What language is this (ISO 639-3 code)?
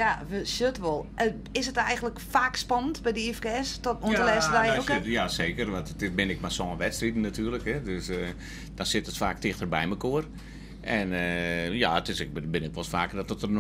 fry